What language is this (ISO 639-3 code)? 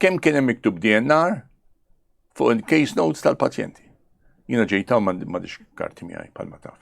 mlt